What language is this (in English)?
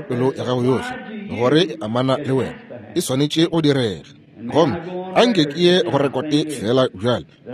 Northern Sotho